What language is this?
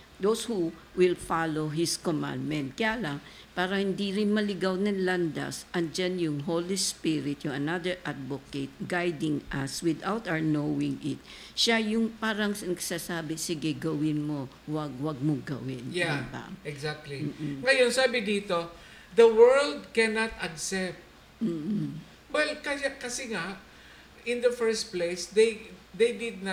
Filipino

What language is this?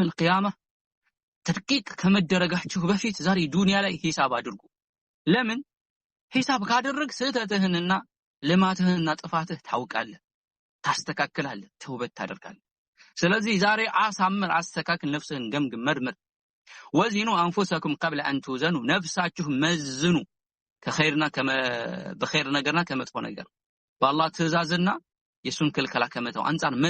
Amharic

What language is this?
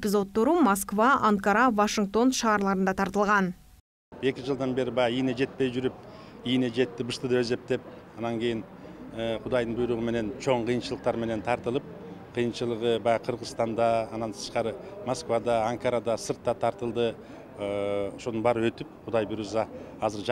Kyrgyz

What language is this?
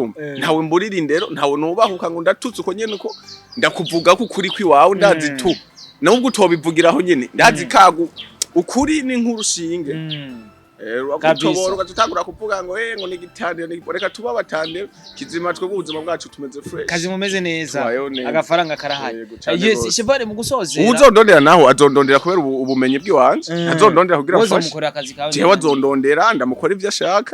Rundi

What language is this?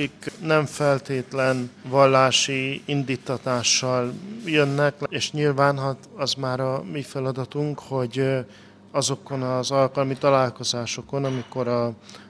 Hungarian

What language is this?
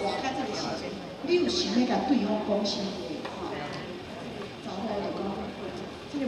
Min Nan Chinese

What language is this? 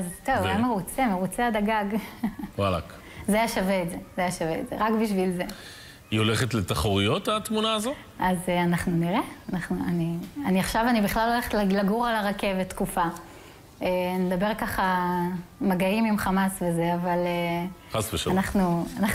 Hebrew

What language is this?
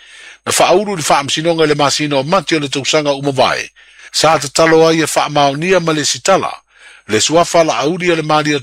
Samoan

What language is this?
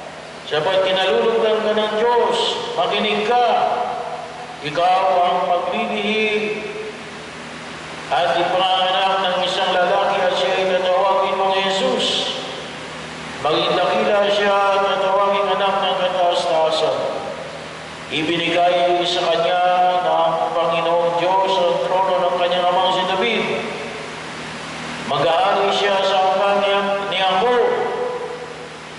Filipino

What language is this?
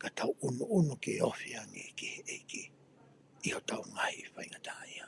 Tongan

